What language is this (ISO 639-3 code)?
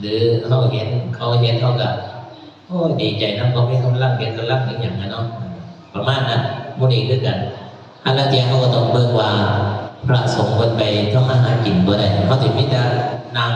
tts